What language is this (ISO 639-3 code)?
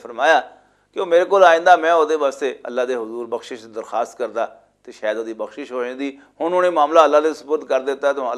lah